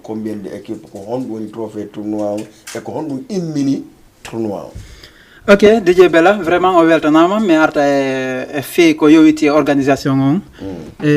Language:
Fula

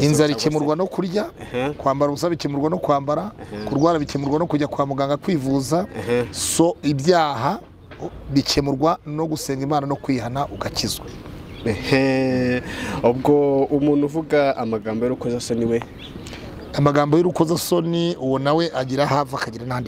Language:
Kinyarwanda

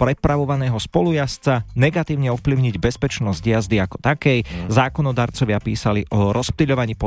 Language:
Slovak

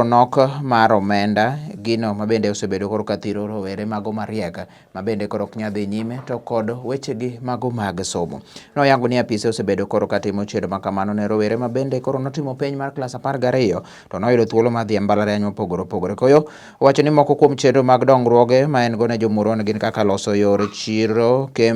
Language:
Luo (Kenya and Tanzania)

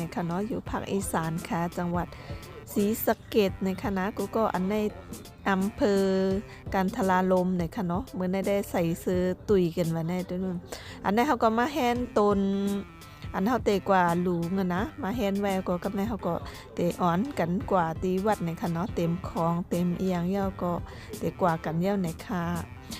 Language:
Shan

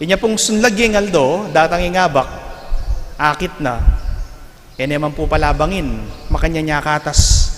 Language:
Pampanga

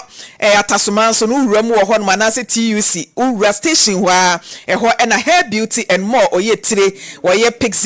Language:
Akan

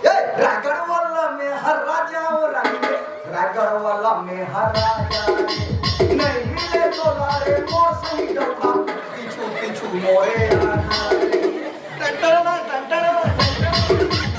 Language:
Chhattisgarhi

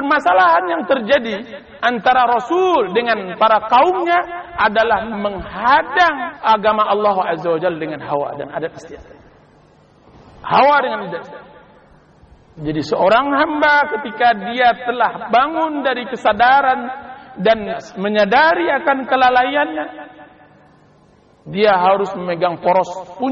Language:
Indonesian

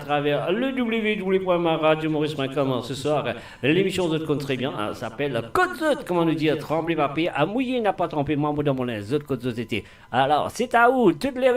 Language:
Morisyen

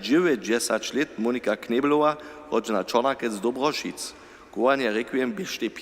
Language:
Upper Sorbian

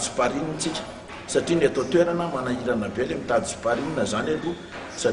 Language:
Malagasy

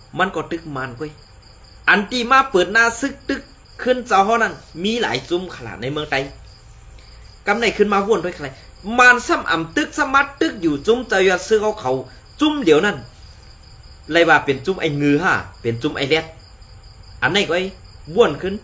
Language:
Shan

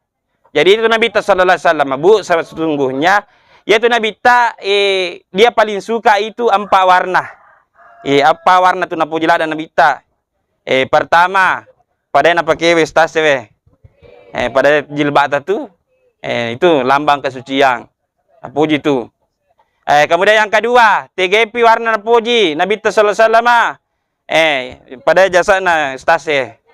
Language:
Buginese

